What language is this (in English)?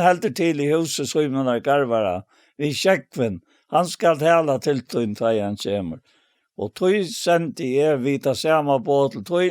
Faroese